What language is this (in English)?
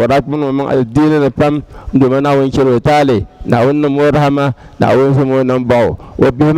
Dagbani